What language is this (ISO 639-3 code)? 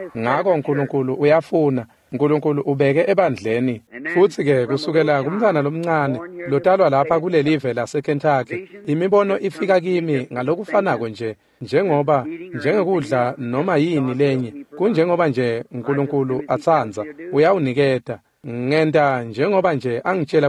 ssw